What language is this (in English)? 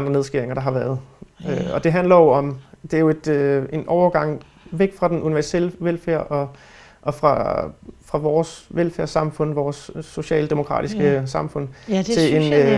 Danish